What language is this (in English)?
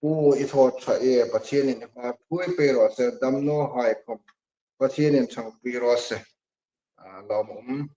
Hmar